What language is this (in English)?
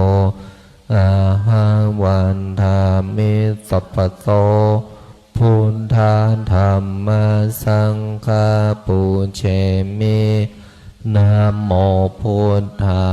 Pali